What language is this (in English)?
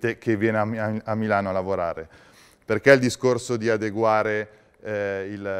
Italian